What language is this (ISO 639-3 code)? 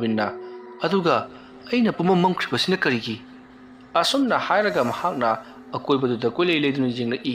mni